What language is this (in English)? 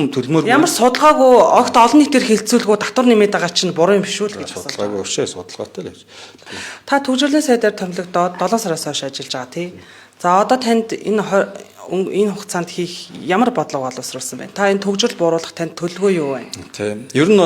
Mongolian